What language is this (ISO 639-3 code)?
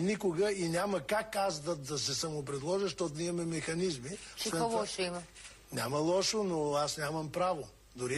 bul